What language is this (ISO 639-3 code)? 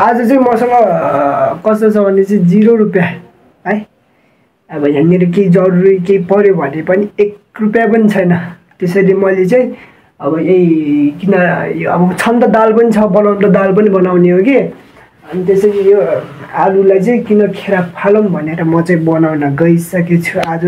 nep